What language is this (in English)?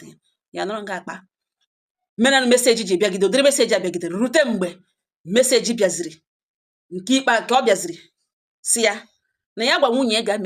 Igbo